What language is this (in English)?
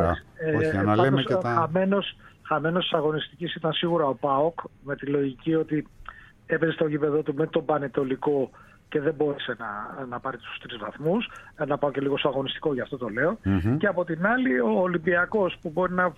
Greek